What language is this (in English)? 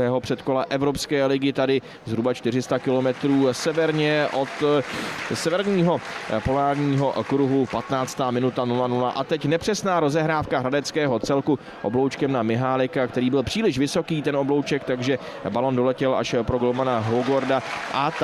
Czech